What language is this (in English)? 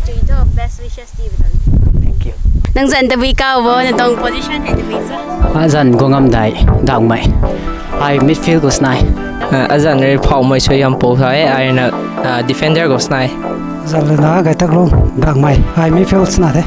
Rongmei Naga